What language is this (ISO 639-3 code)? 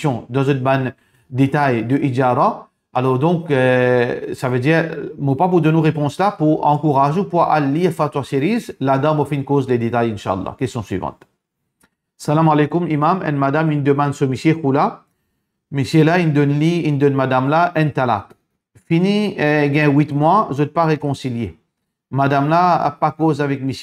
mfe